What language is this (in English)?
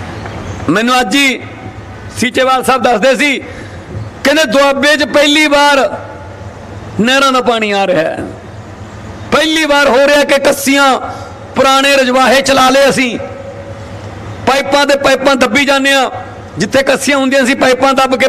Punjabi